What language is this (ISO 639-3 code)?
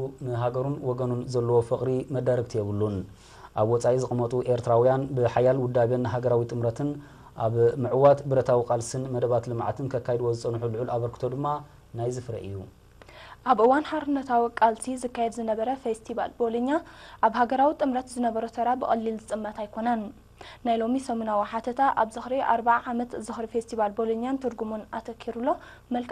tir